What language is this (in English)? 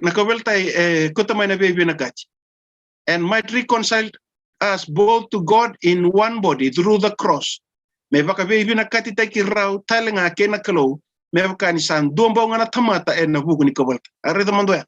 Fijian